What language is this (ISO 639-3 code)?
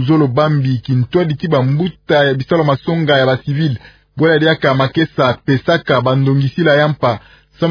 ktu